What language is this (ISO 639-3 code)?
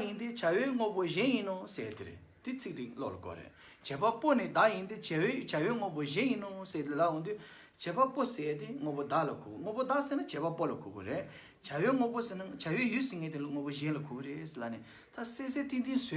bod